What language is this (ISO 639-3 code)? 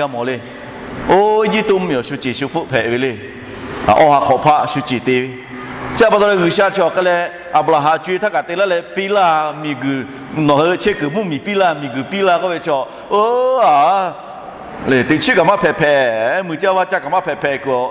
lhu